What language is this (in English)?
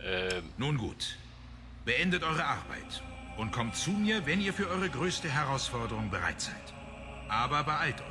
Swiss German